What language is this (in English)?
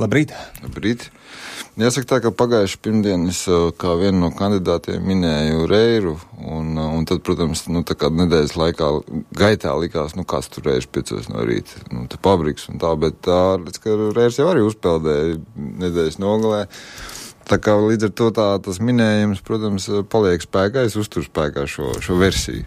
Latvian